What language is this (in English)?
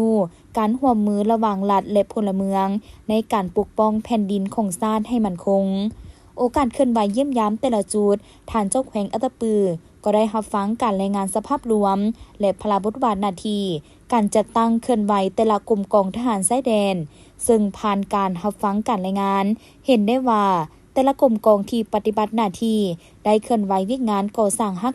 Lao